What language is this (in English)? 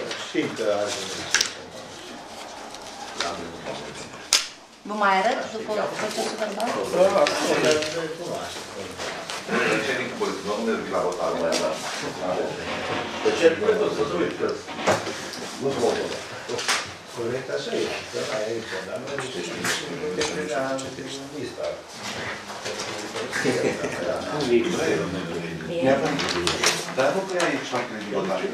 Romanian